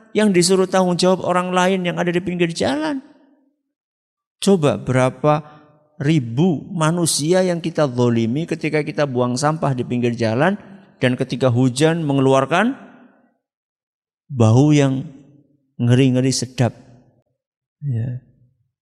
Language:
Indonesian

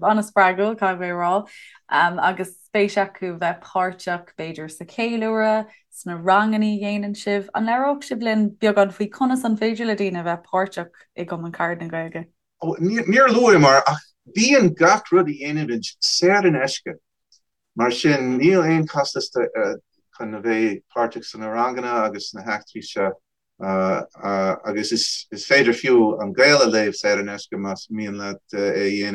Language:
Irish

